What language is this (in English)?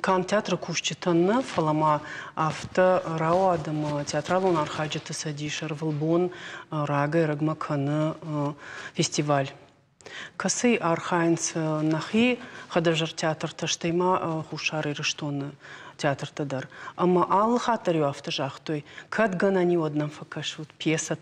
Ossetic